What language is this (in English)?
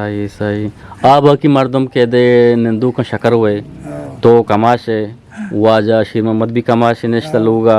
Eastern Balochi